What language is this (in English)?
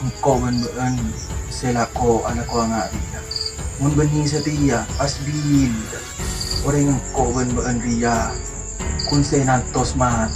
Madurese